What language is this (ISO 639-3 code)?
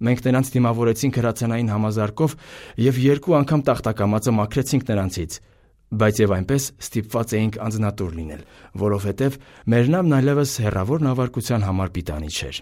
hye